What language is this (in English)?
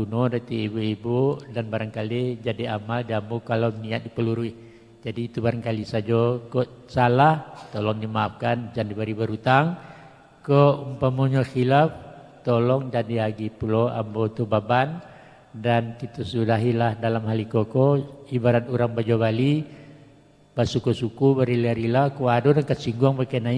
Minangkabau